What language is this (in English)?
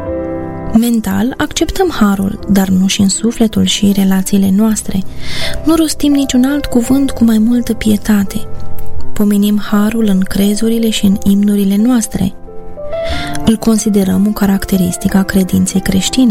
Romanian